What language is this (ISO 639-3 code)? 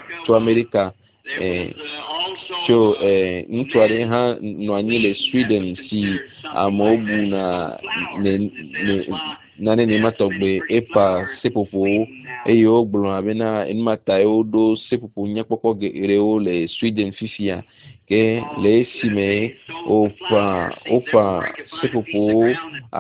ewe